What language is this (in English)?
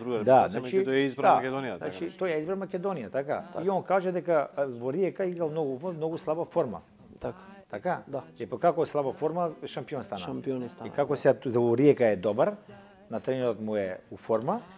Macedonian